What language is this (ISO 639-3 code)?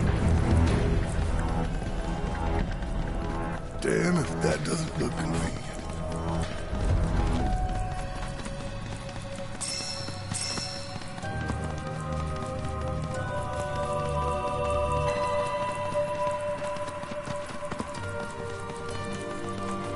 eng